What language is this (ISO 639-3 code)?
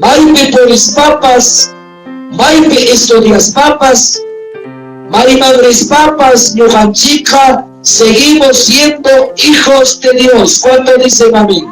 quy